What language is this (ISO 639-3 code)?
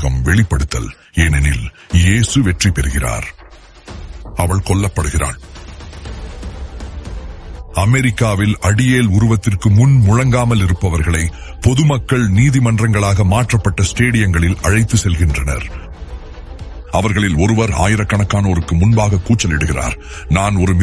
tam